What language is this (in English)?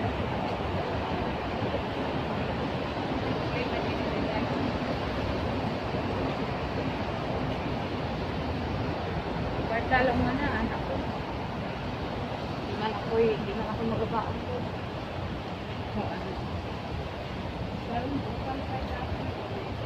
Filipino